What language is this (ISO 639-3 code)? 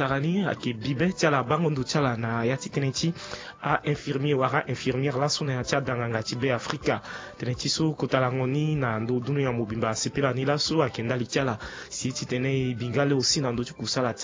sag